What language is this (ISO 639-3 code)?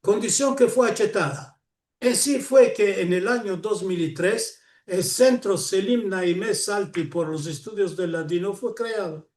lad